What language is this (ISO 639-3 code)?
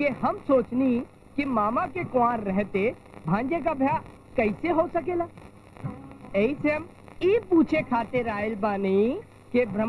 bho